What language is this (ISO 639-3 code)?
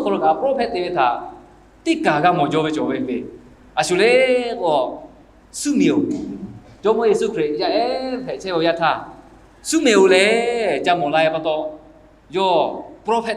lhu